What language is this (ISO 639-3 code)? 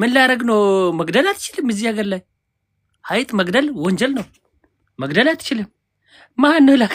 amh